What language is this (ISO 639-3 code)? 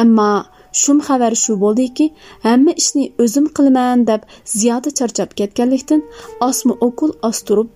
uig